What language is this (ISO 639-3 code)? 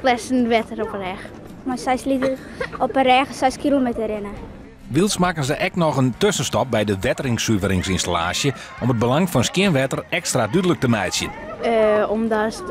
fry